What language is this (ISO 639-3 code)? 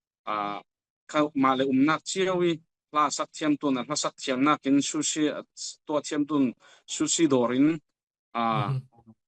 cfm